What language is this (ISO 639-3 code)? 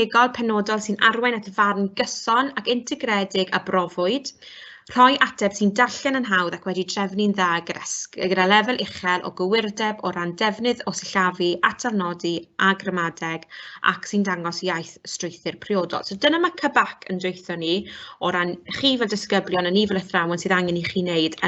cym